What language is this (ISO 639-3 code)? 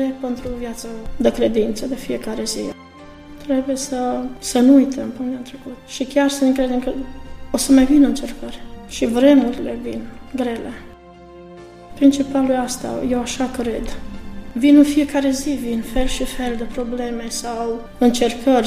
ron